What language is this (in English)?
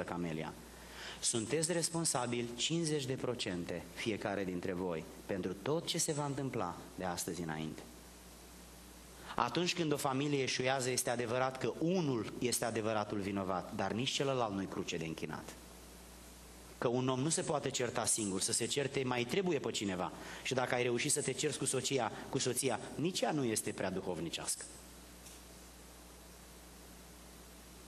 Romanian